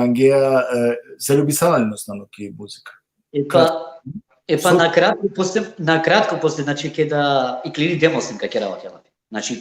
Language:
Balkan Romani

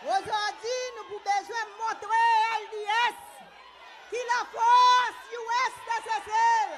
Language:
Seselwa Creole French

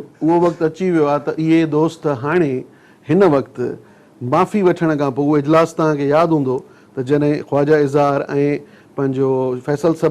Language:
Sindhi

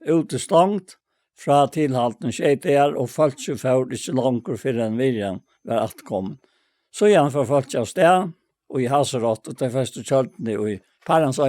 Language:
Faroese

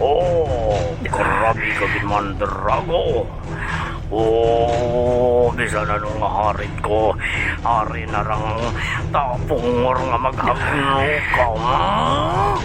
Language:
Hiligaynon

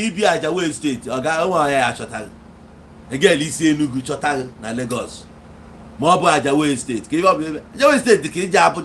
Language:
Igbo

